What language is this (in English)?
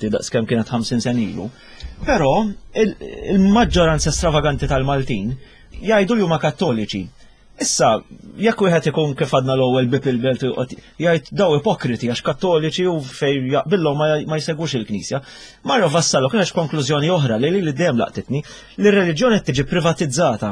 Maltese